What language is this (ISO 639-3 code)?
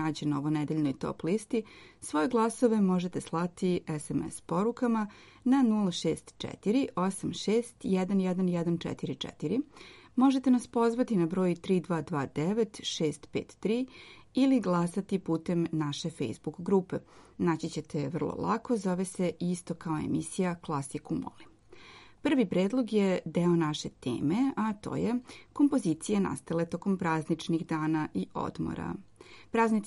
srp